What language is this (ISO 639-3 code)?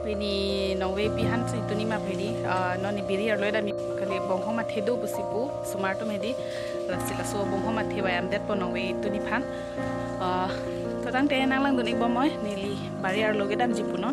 mjw